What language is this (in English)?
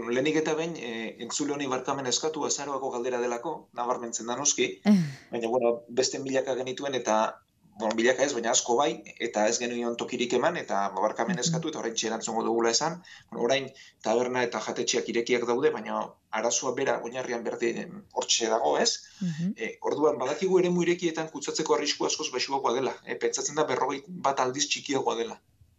Basque